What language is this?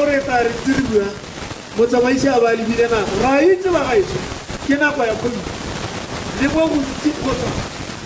Tswana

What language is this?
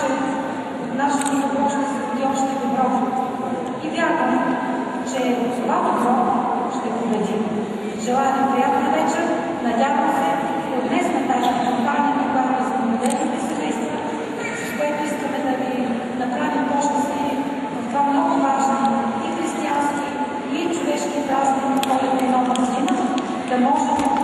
Bulgarian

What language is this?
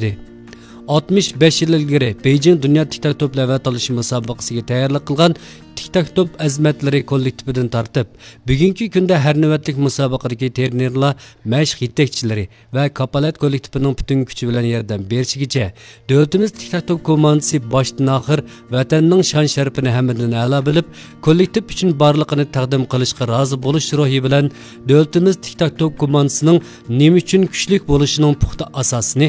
Uyghur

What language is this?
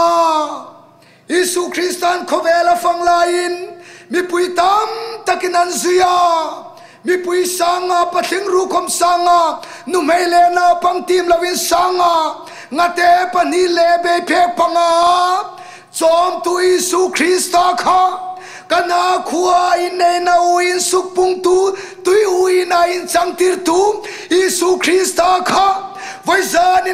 Hmar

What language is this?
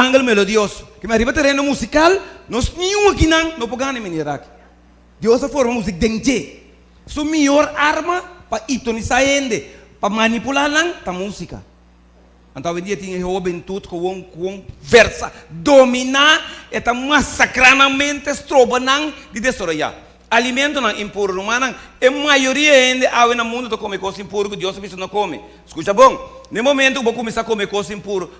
Papiamento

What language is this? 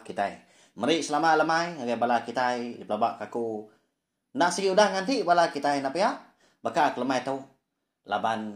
Iban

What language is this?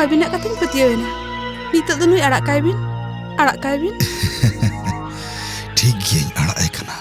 Santali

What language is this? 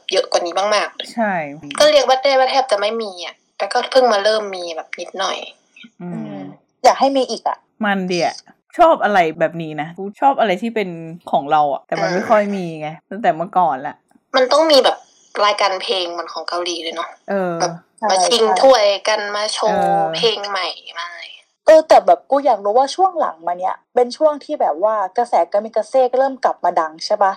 Thai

